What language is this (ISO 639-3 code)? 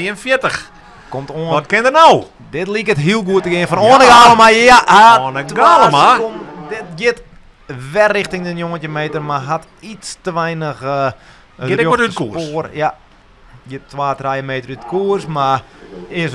fry